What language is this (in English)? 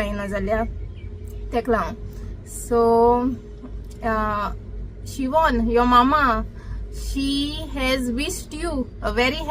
Konkani